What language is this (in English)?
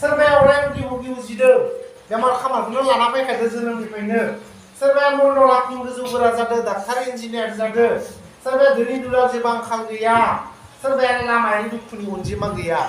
Bodo